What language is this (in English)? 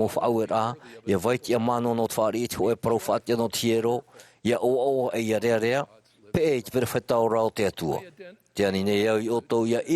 Tahitian